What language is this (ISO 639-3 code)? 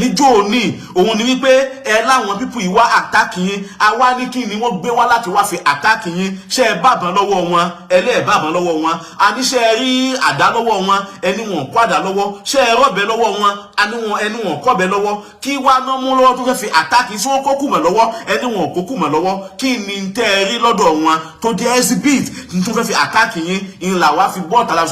yor